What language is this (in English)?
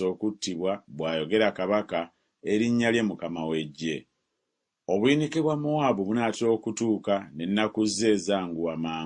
Ganda